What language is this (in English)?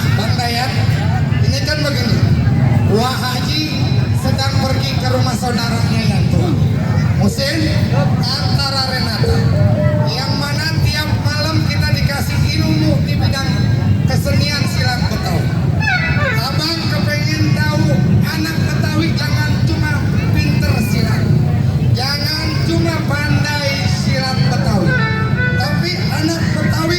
Betawi